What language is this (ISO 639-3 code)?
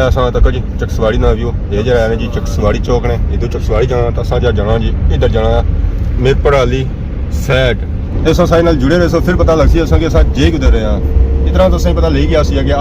phr